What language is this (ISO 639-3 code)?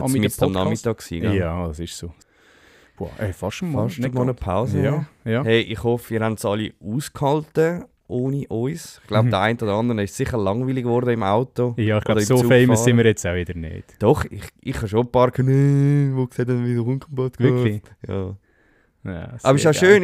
gsw